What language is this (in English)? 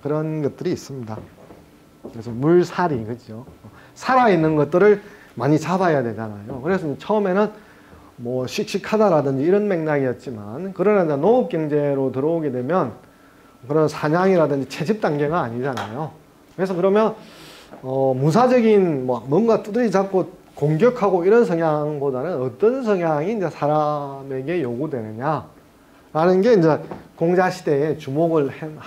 Korean